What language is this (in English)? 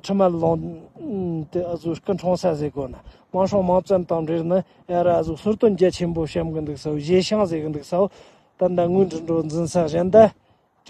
Tibetan